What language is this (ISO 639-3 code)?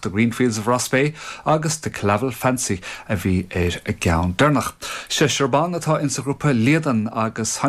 gle